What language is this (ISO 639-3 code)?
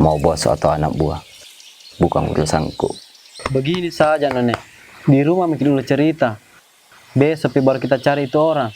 mfp